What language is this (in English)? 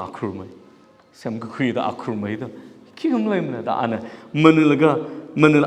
Tangkhul Naga (India)